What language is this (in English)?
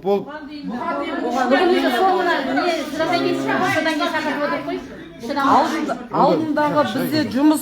Kazakh